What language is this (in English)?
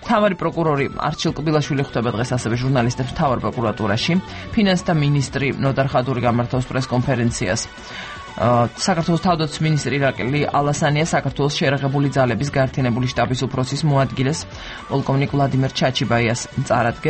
Georgian